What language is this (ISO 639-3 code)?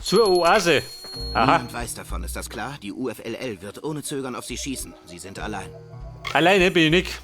bar